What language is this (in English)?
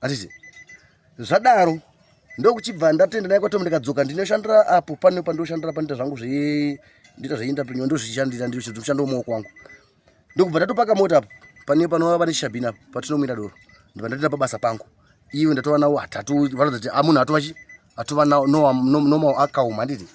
Shona